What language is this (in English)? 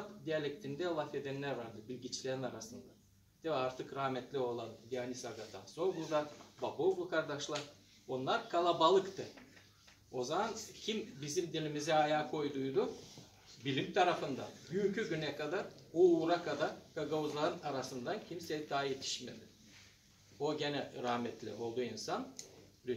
Gagauz